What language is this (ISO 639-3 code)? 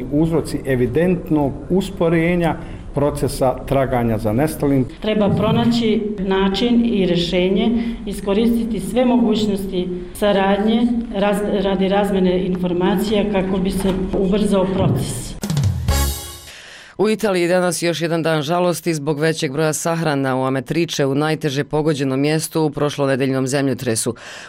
bos